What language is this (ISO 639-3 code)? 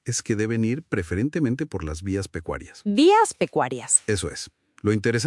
spa